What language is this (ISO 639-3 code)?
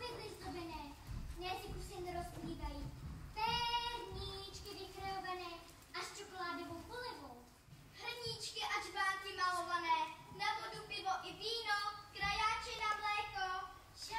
ces